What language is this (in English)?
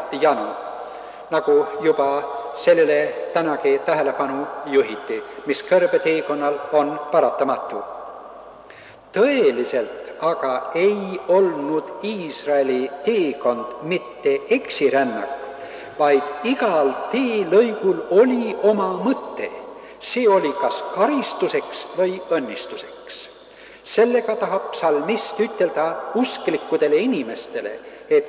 Estonian